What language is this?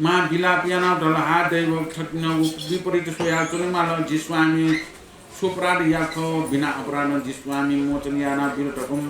Newari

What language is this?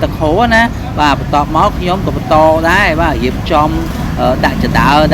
Khmer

